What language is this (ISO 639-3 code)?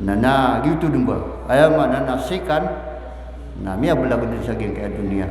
mrw